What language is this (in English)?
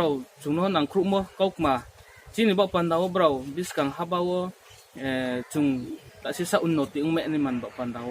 Riang (India)